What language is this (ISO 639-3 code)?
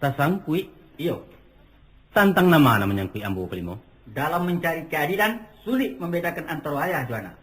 min